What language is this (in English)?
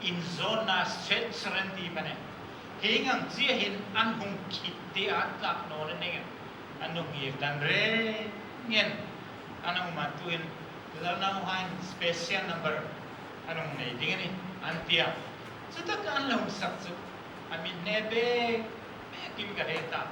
Hmar